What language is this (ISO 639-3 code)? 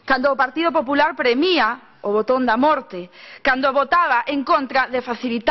glg